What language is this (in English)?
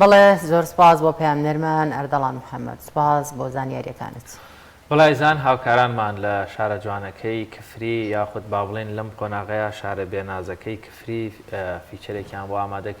Central Kurdish